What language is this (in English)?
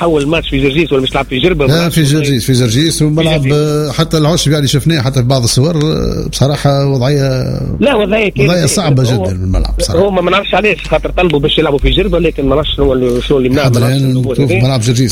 Tunisian Arabic